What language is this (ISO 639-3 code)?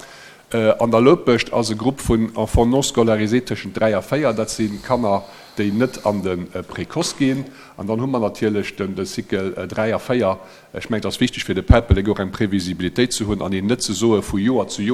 ltz